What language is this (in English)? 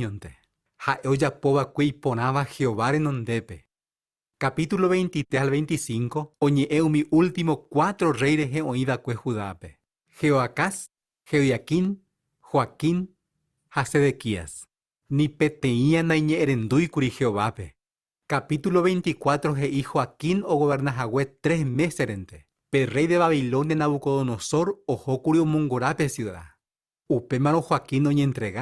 Guarani